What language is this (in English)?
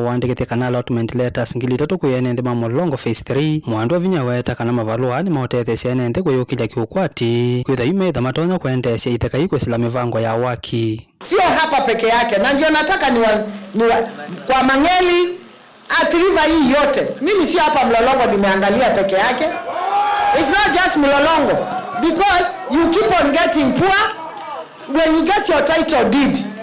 Kamba